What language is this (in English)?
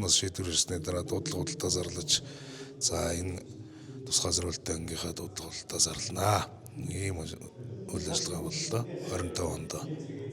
Mongolian